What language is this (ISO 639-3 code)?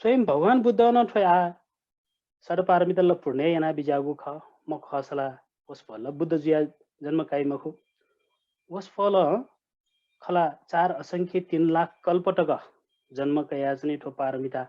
new